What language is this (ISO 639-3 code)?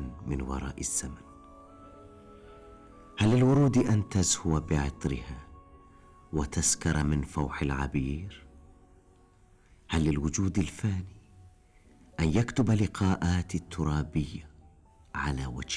ara